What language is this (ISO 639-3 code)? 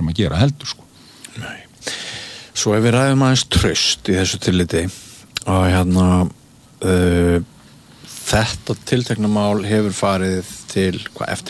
isl